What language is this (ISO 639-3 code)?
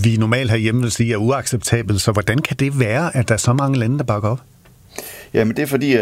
dan